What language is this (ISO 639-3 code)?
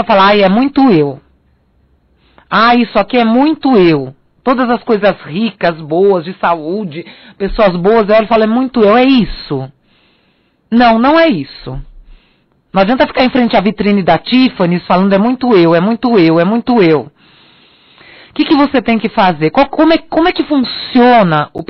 por